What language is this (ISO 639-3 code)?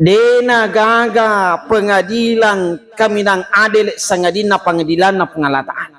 bug